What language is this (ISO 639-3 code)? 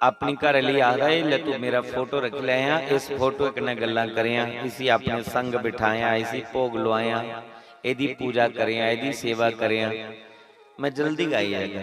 doi